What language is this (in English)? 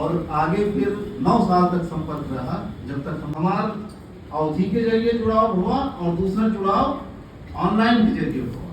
Awadhi